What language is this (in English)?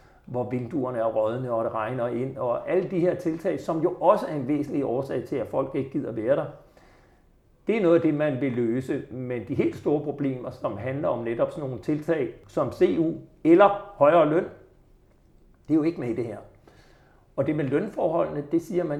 Danish